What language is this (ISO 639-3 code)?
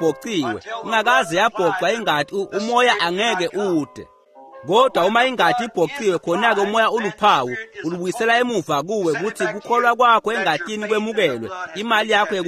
ssw